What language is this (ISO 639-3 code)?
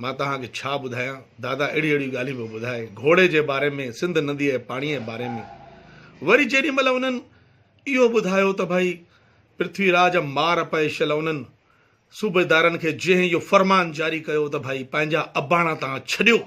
snd